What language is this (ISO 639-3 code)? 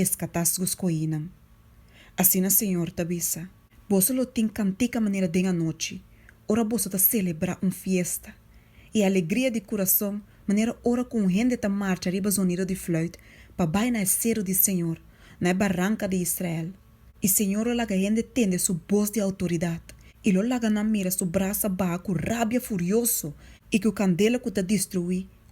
pap